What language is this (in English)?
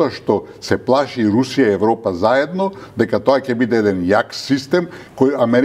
Macedonian